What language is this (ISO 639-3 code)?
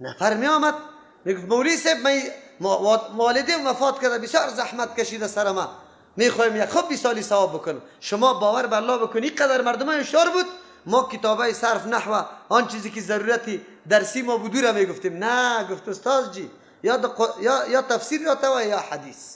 fas